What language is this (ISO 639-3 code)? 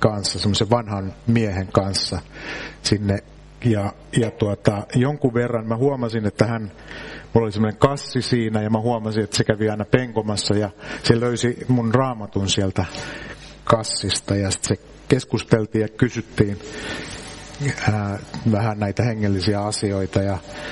fin